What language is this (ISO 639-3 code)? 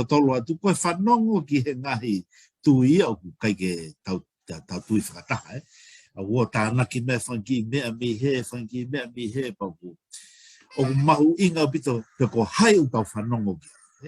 ton